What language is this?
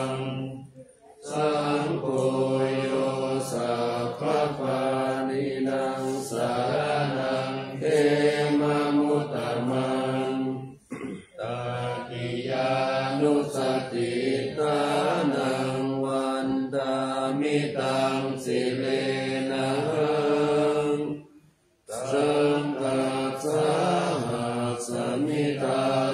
Pali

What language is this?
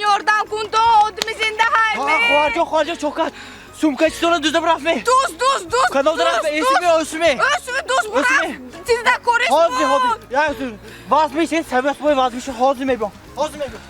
Tajik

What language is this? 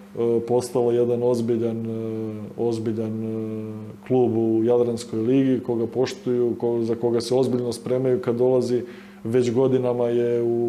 Serbian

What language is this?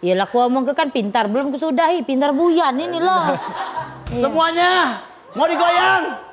Musi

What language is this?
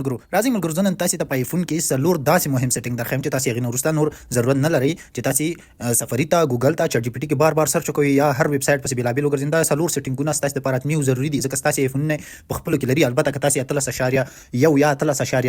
Pashto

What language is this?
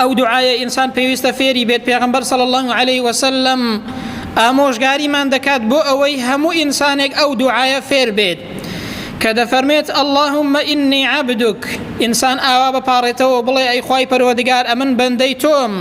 Central Kurdish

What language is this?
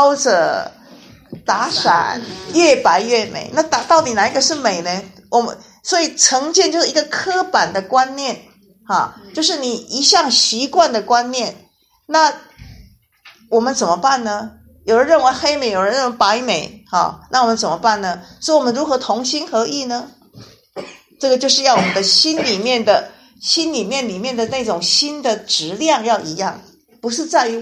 Chinese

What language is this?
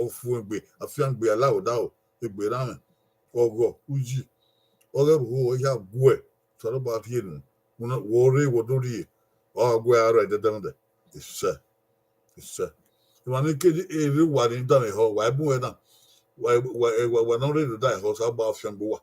Bini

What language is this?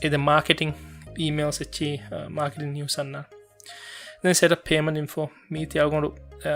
Divehi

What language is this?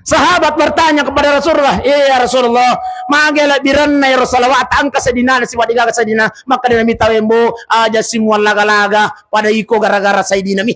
Buginese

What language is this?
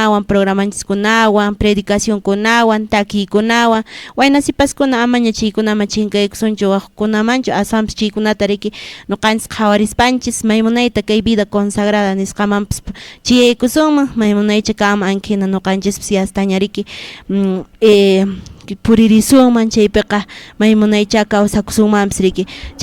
Quechua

